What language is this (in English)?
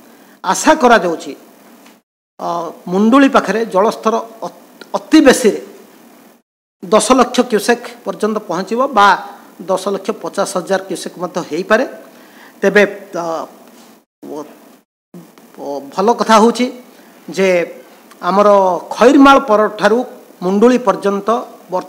Odia